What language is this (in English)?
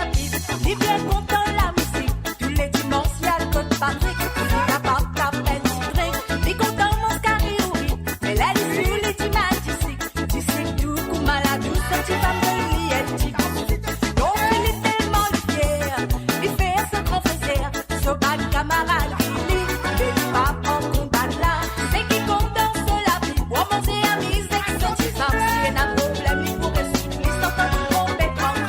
Morisyen